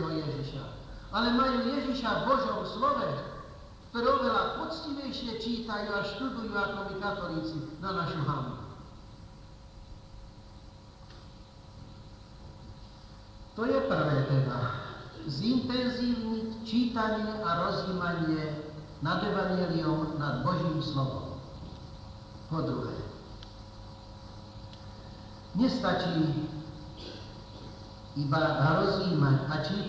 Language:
Slovak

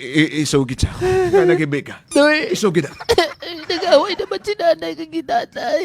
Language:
Hiligaynon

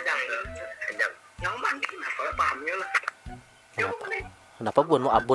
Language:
Banjar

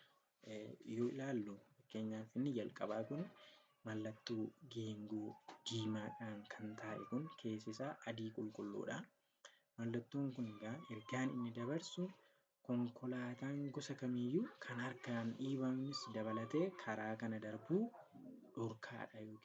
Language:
Oromo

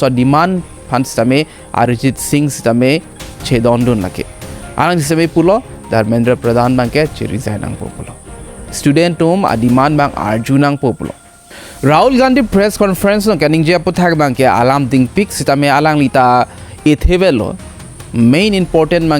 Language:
Karbi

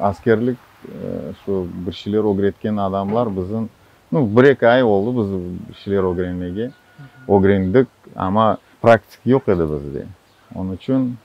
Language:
Crimean Tatar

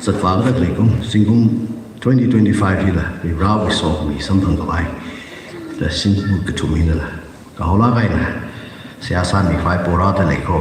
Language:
Tangkhul Naga (India)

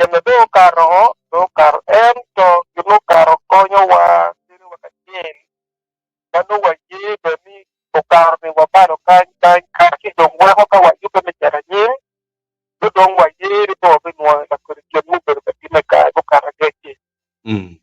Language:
Acoli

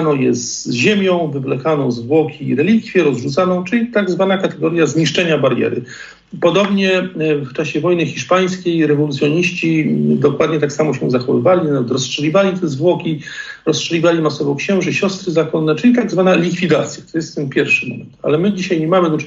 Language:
Polish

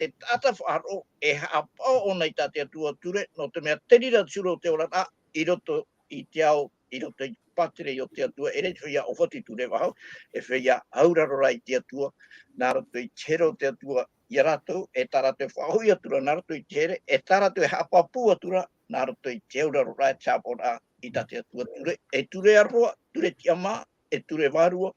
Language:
Tahitian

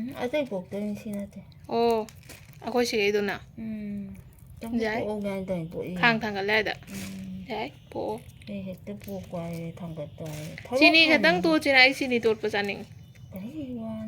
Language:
Manipuri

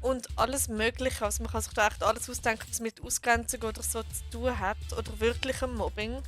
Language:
Swiss German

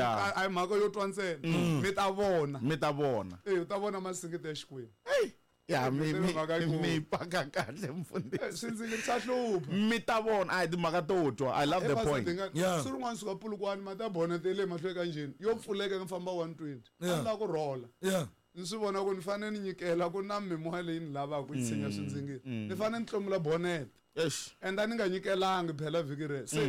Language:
Tsonga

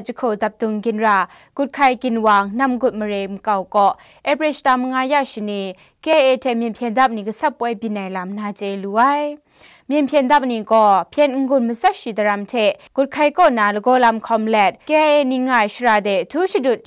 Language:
Kachin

